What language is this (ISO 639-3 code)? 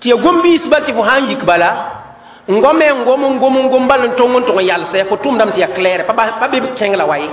mos